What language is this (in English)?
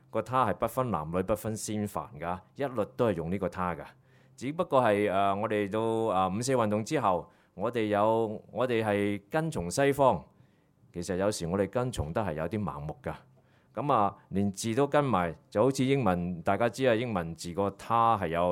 Cantonese